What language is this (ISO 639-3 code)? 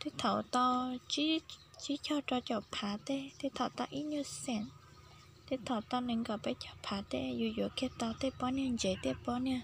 hmn